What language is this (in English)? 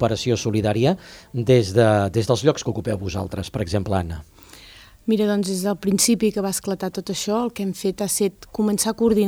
Catalan